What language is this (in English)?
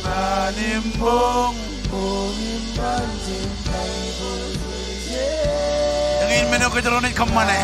Marshallese